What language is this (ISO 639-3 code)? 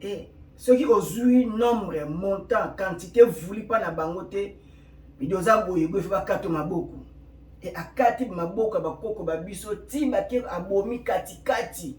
lin